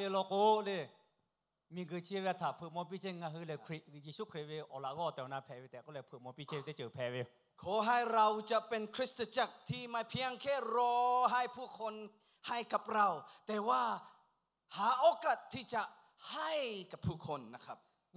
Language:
Lahu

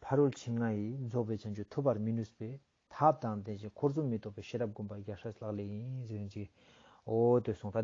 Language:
Ladakhi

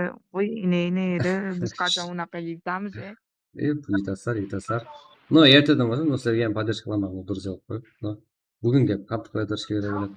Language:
Kara-Kalpak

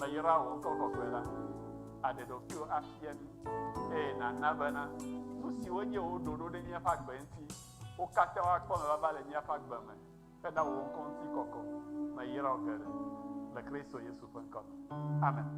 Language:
Ewe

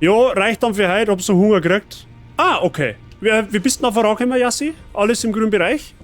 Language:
Bavarian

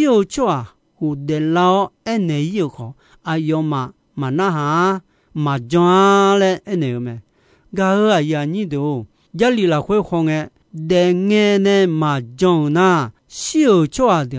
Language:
Akha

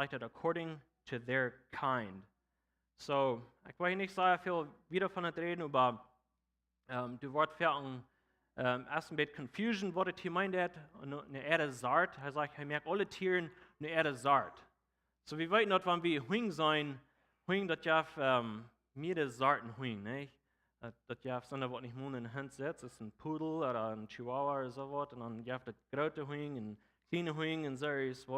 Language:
Plautdietsch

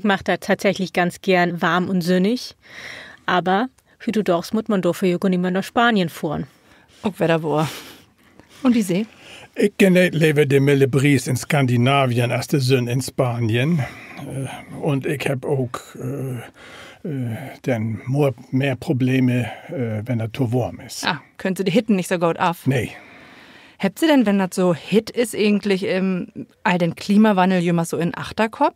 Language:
Low German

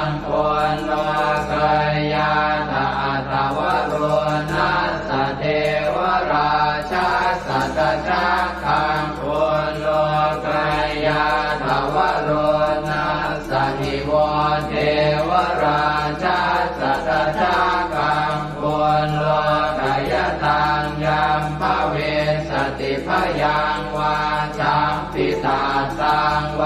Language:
Pali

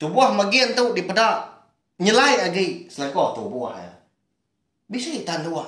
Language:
Iban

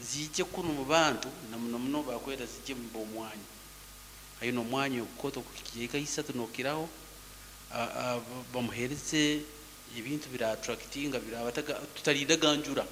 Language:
Nyoro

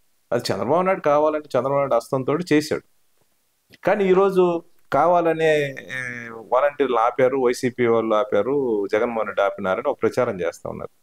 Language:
Telugu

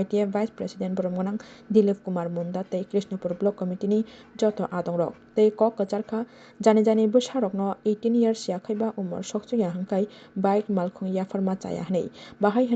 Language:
Kok Borok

